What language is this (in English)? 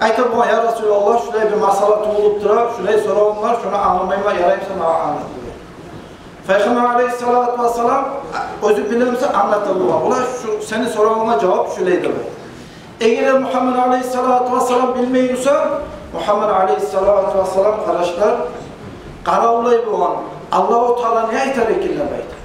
Kumyk